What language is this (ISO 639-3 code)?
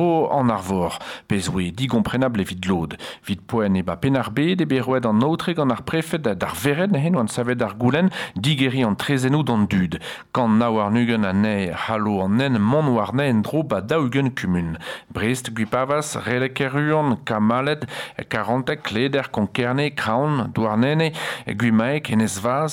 bre